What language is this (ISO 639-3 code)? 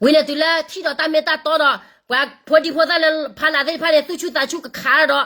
ksw